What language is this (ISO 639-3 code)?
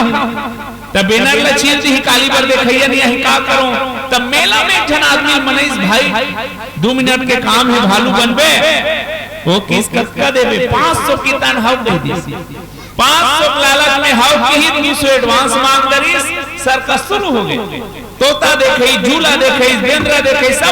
hne